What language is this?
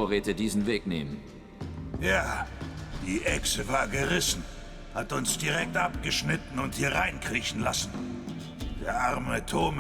Swiss German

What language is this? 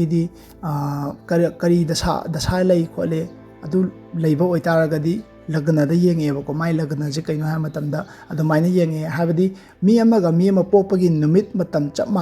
Manipuri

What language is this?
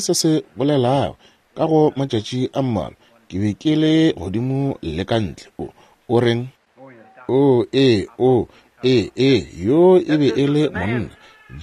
Northern Sotho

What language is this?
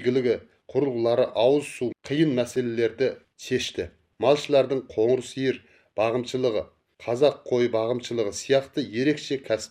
Kazakh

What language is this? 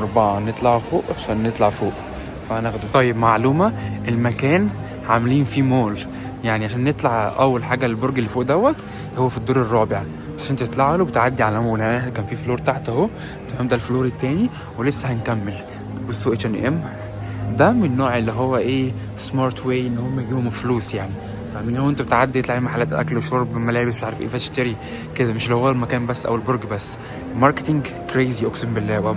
Egyptian Arabic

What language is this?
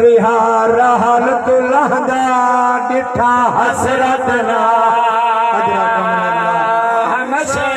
Saraiki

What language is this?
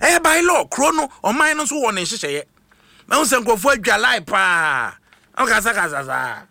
Akan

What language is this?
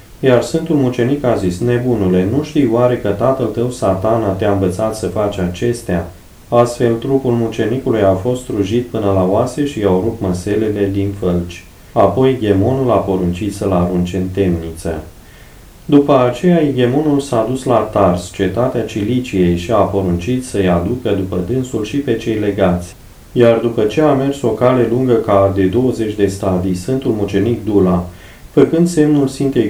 Romanian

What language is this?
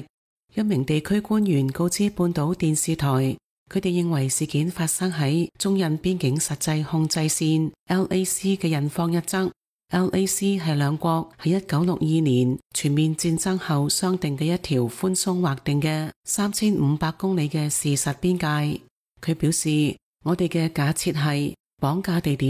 Cantonese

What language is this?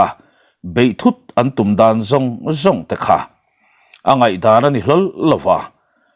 Mizo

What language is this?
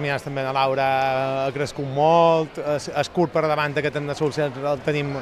Catalan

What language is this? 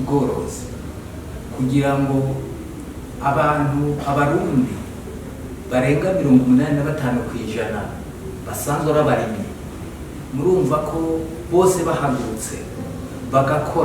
Rundi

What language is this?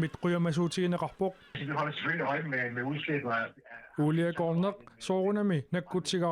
Kalaallisut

